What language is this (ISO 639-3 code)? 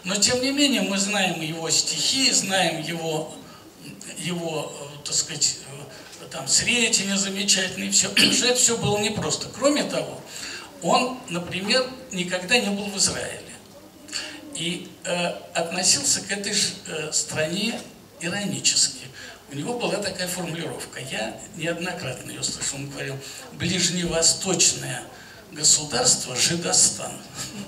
rus